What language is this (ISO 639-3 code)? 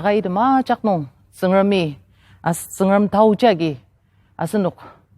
njo